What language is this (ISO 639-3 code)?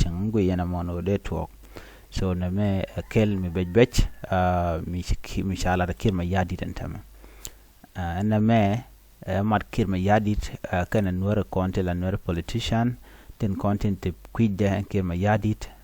nus